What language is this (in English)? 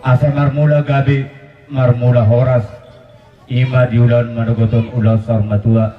Batak Toba